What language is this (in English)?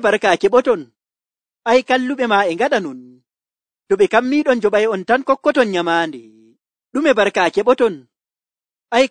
Nigerian Fulfulde